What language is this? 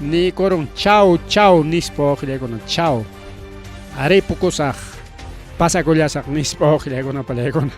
Ayacucho Quechua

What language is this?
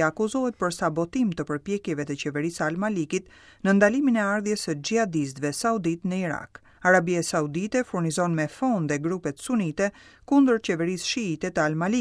Albanian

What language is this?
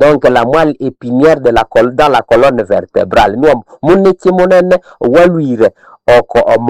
Nande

